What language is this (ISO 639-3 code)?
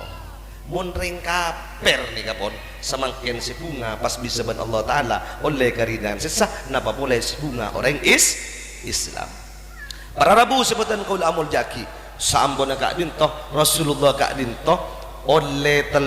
mad